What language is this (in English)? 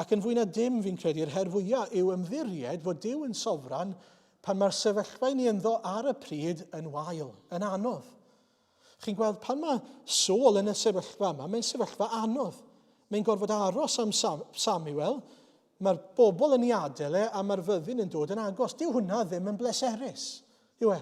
Welsh